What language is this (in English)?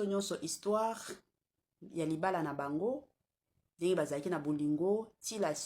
Lingala